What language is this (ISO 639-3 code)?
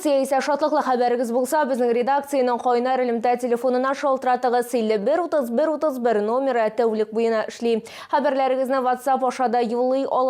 tat